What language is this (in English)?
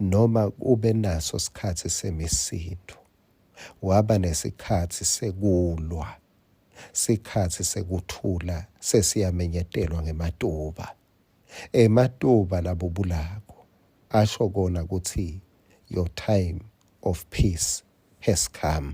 Swati